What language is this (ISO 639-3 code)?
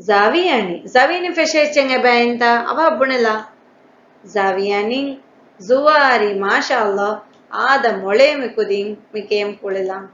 div